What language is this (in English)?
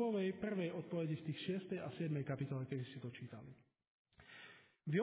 Slovak